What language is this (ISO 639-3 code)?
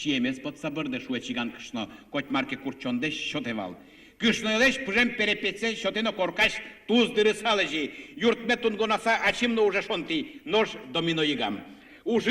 udm